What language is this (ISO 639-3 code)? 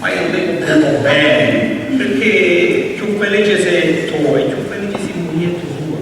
scn